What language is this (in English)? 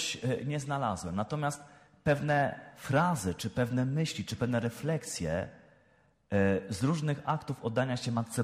Polish